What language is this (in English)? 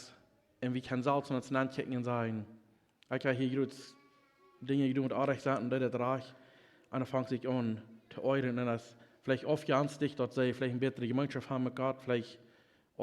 Plautdietsch